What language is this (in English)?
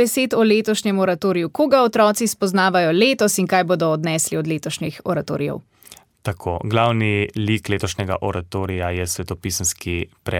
Slovenian